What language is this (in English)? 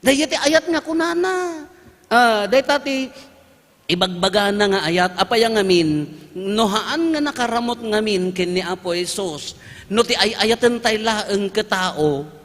Iloko